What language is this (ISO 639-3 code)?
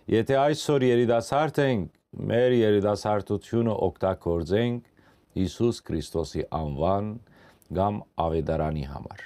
hyw